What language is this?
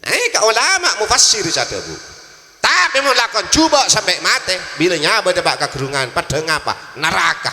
Madurese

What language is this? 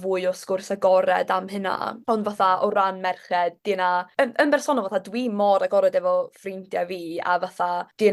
Welsh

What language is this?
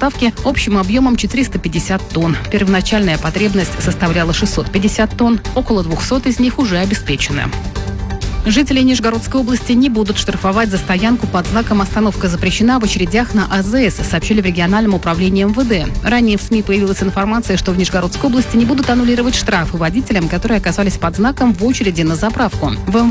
Russian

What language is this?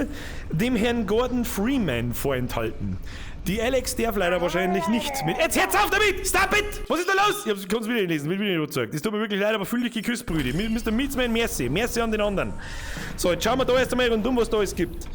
Bavarian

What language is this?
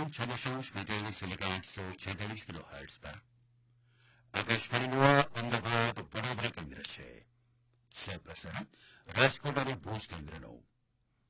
Gujarati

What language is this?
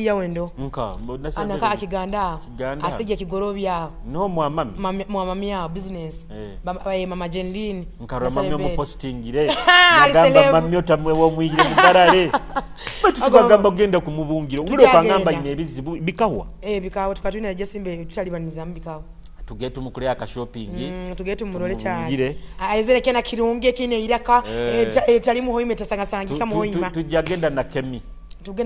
Nyoro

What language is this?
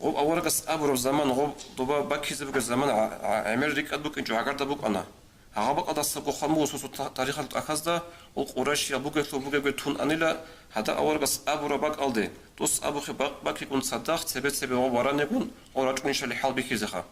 Avaric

